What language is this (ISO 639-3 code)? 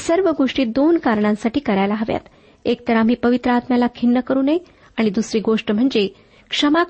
mar